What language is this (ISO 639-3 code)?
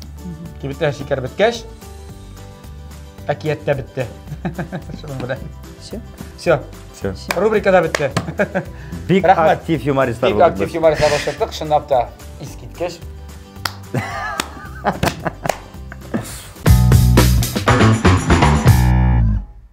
tat